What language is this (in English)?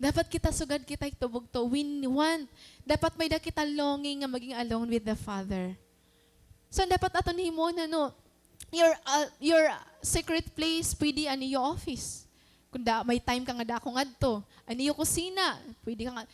Waray